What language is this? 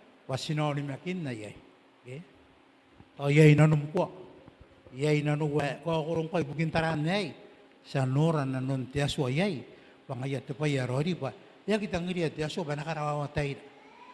Gilbertese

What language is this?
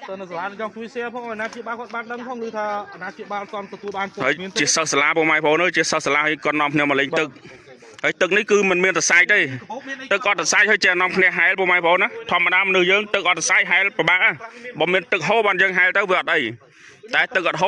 Khmer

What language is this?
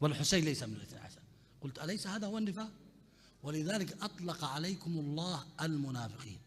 Mesopotamian Arabic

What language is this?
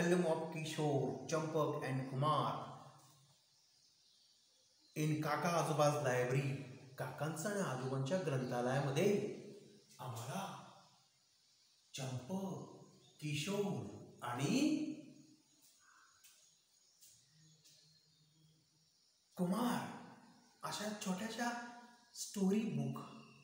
Marathi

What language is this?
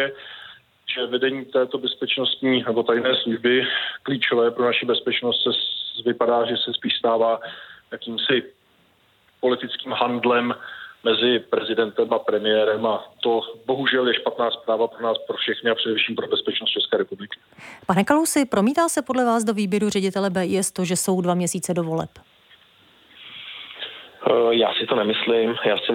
Czech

